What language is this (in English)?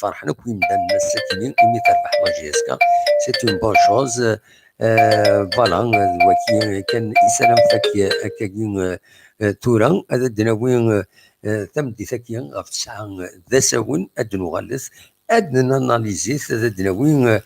Kabyle